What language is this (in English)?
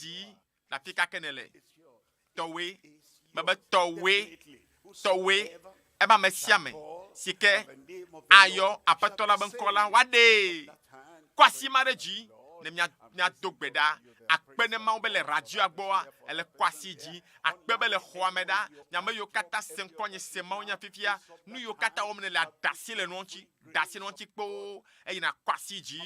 Ewe